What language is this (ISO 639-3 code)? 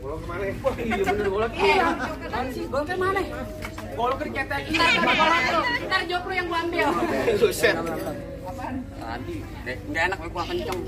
bew